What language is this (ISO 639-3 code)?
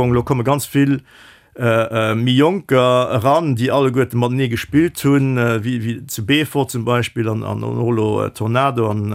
ltz